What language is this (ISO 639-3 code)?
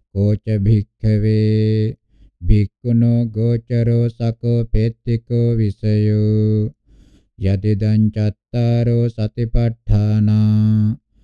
pli